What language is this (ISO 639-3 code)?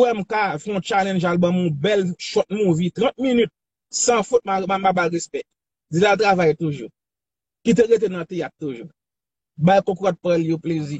hat